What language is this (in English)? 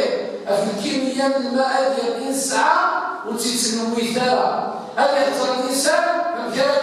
Kabyle